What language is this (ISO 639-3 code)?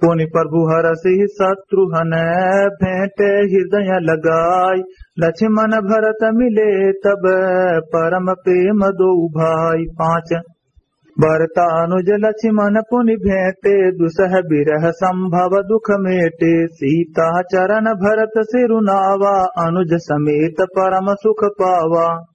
awa